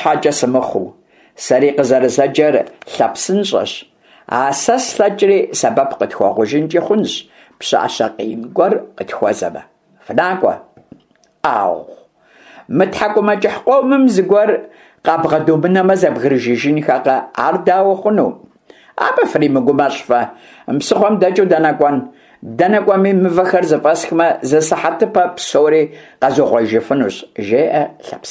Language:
Kabardian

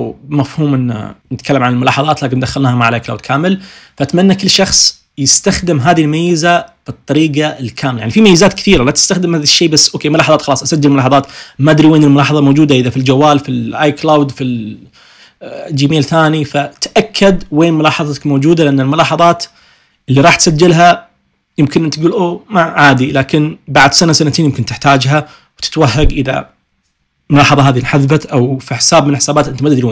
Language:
Najdi Arabic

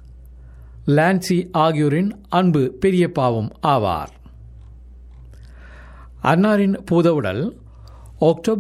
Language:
Tamil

